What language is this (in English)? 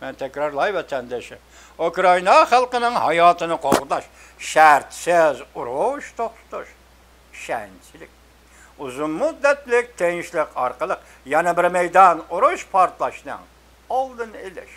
Uyghur